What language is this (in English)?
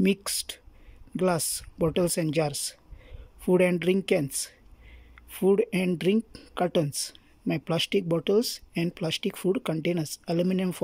Konkani